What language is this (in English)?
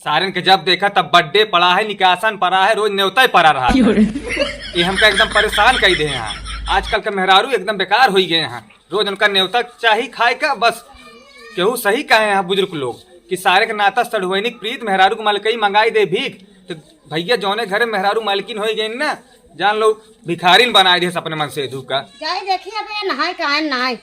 Awadhi